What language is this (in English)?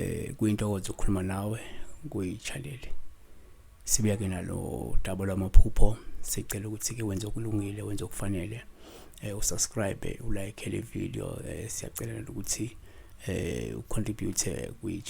Zulu